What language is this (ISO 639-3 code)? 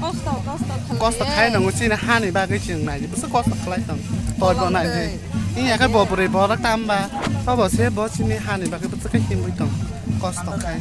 trp